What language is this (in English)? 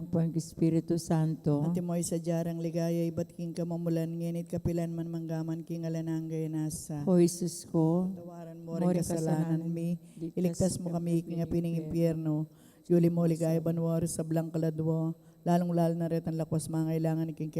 Pampanga